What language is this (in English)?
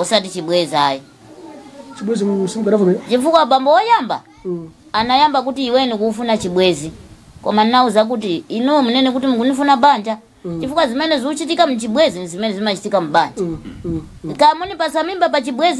Nyanja